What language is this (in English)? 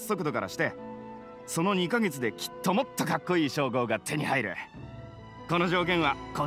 Japanese